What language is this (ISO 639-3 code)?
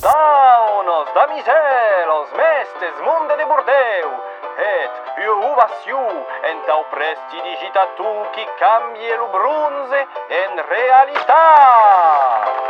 oci